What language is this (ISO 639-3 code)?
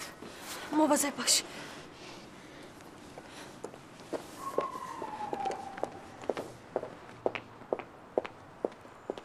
fas